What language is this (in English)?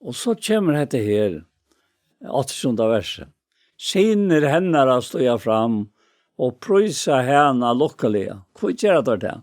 Faroese